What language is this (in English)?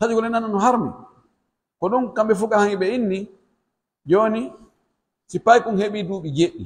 Pular